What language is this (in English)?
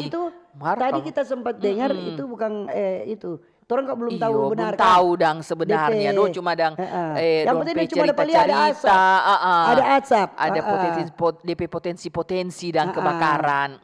Manado Malay